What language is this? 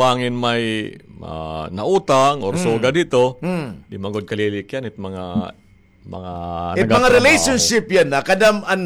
Waray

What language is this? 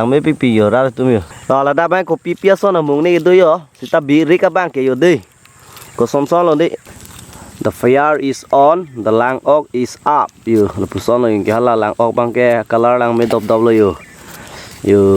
Karbi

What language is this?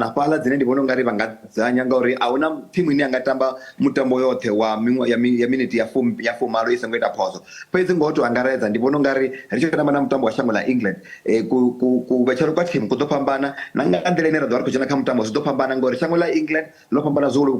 Venda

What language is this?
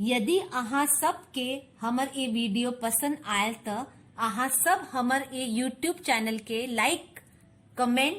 Maithili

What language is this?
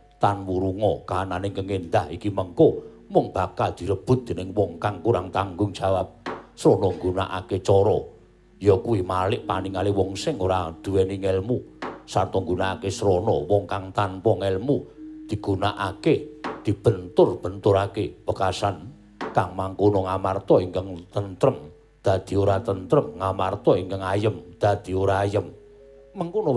Javanese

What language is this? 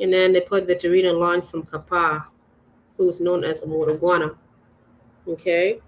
Acoli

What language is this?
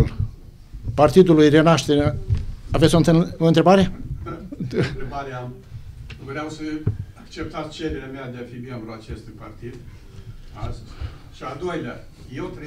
Romanian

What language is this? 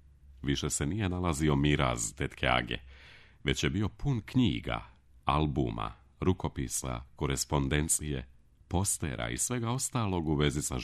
Serbian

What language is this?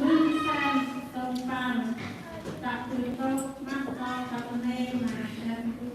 Central Mnong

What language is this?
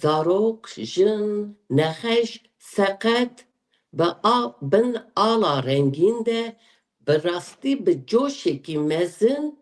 Kurdish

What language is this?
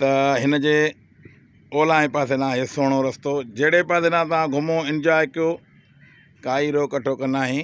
Sindhi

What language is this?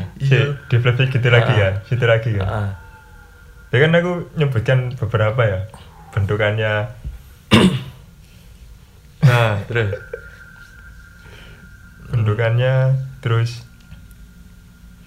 Indonesian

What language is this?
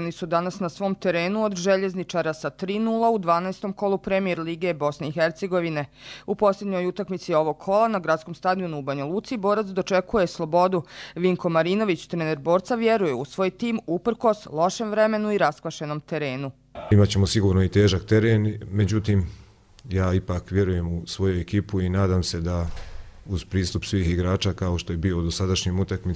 Bosnian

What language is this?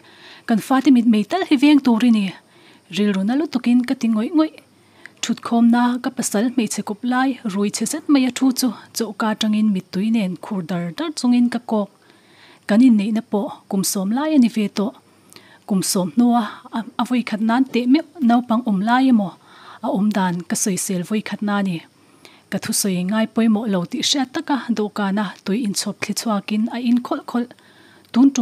Mizo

